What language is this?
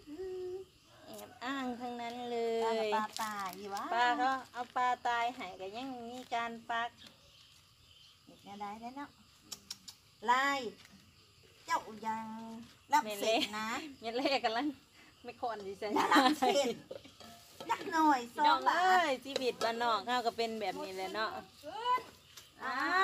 Thai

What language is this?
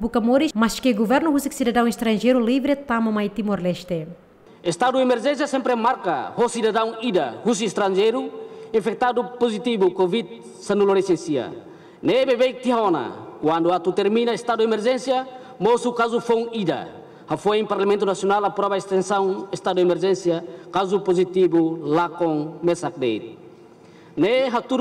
Tetum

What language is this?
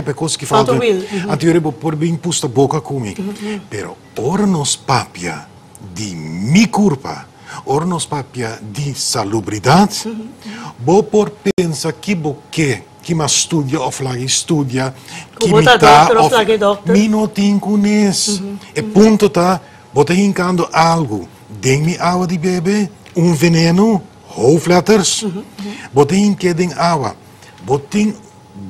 Papiamento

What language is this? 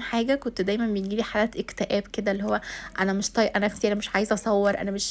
Egyptian Arabic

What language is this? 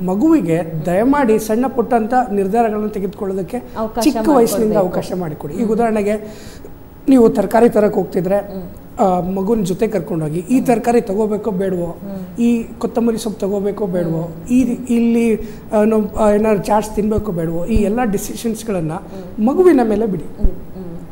Kannada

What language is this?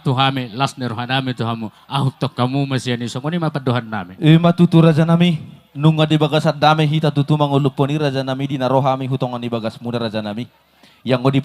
Batak Toba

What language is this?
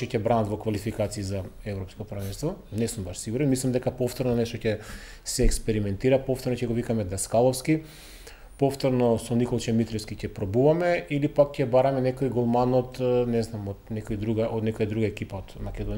Macedonian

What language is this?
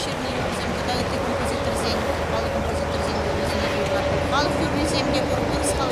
Chuvash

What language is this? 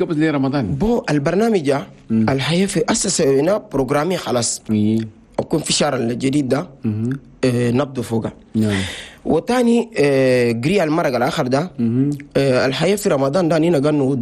Chadian Arabic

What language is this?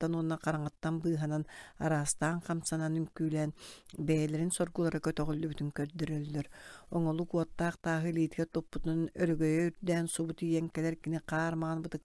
Yakut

